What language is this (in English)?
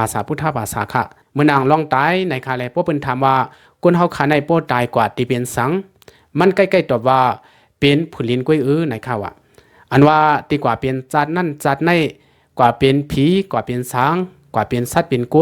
Lao